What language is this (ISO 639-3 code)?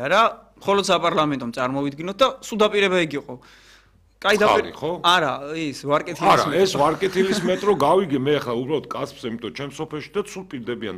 kat